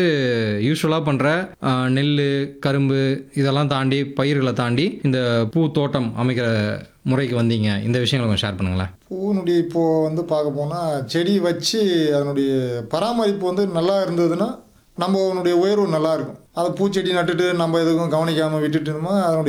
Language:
Tamil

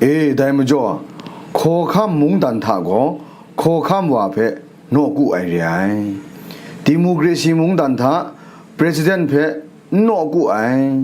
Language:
Kachin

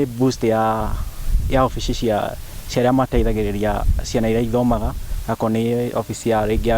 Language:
Kikuyu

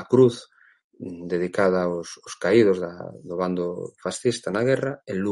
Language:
Galician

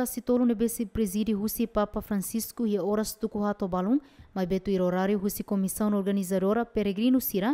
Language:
Tetum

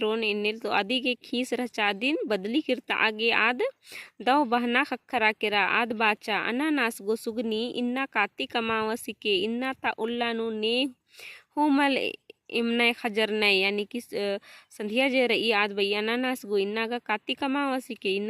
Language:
Kurukh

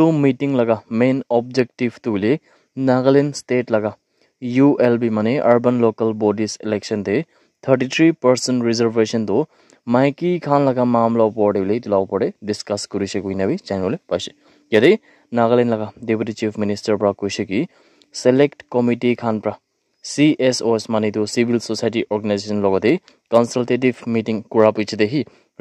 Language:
Naga Pidgin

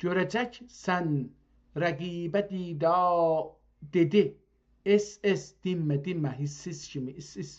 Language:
South Azerbaijani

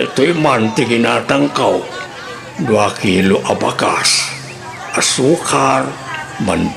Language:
Iloko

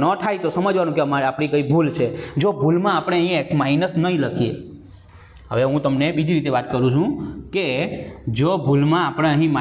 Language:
Gujarati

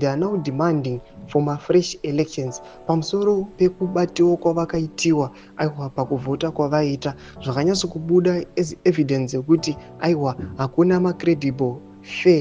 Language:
Shona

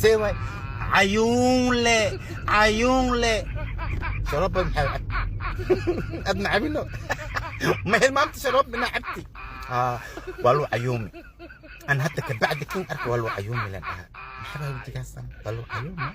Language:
Somali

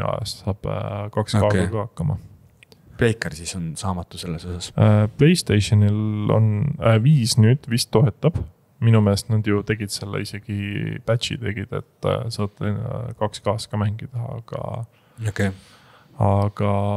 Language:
Estonian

